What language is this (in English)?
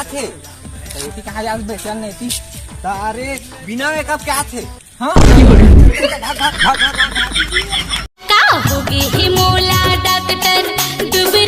Chhattisgarhi